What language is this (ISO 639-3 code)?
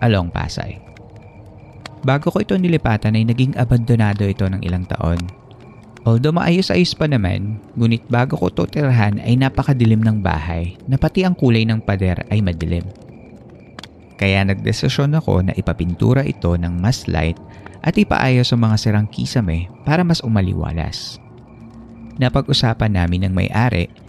fil